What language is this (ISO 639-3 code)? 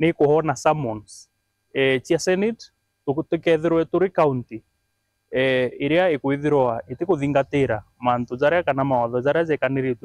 mer